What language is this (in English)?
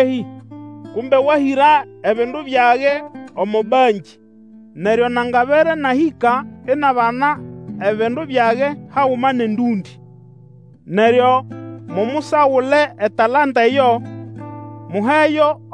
Nande